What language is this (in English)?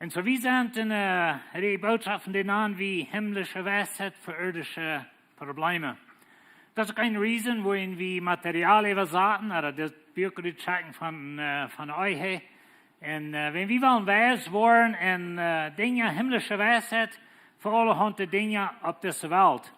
Plautdietsch